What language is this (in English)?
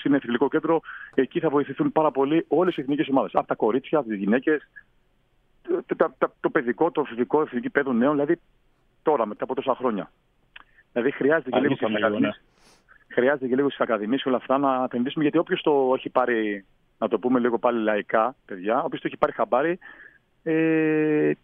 Greek